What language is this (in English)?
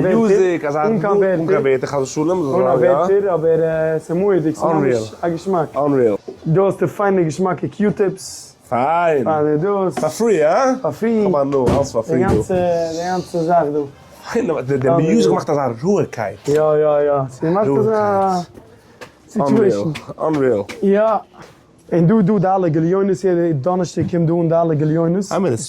Yiddish